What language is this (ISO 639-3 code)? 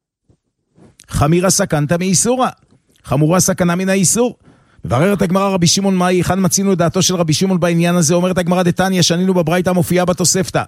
heb